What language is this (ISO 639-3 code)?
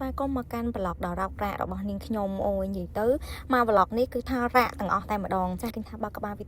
khm